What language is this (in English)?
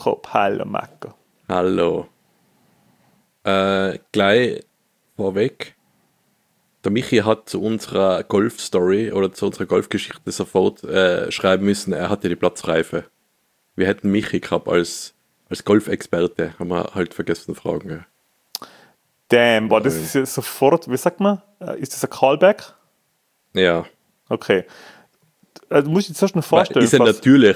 German